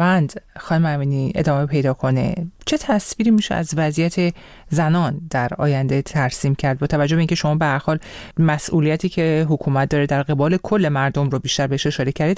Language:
Persian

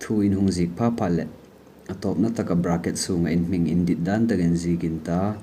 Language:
Hmar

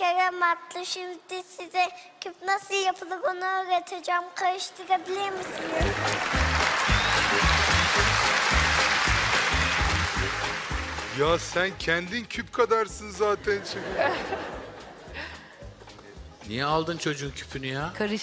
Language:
Turkish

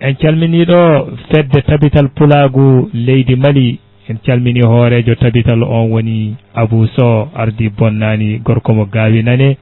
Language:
Fula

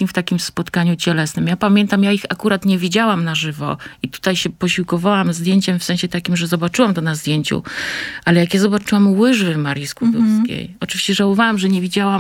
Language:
Polish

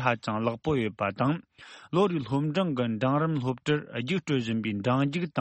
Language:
Tibetan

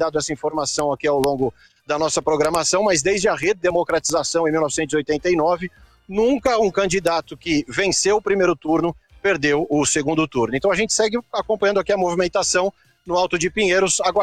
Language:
Portuguese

